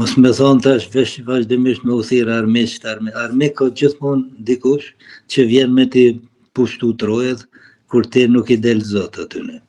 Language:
Albanian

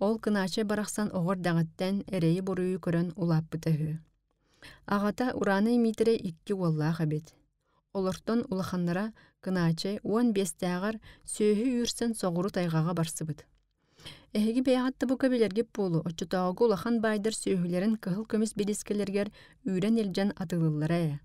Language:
Yakut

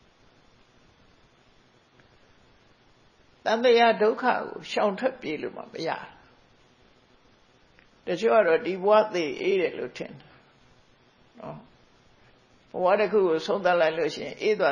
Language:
Burmese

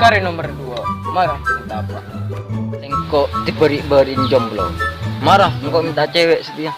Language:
Madurese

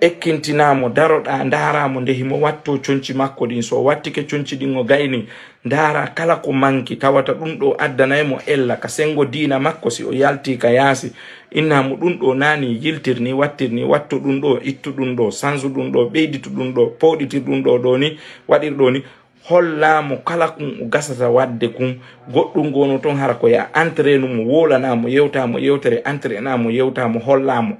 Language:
Fula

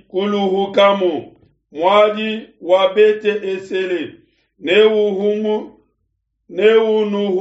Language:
Luba-Lulua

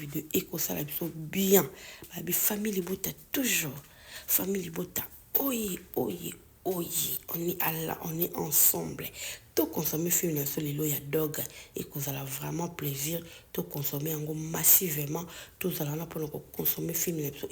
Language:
Lingala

